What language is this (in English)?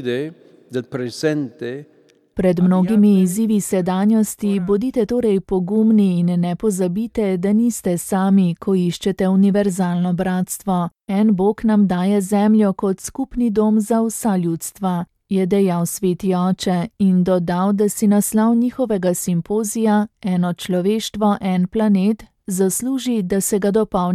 Slovenian